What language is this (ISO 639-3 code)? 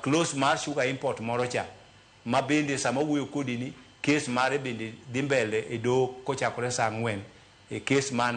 luo